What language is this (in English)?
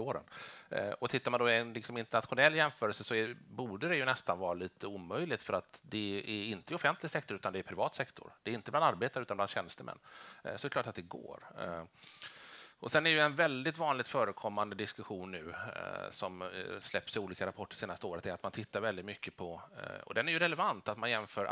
Swedish